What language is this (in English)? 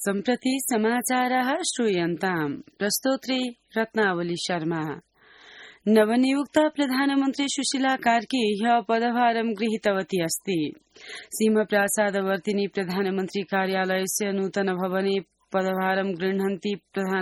Sanskrit